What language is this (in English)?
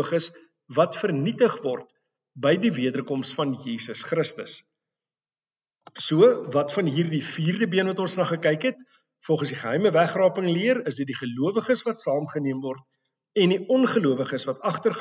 Afrikaans